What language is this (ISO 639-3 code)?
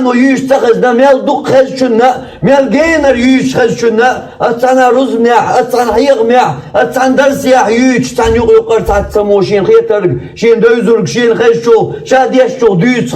che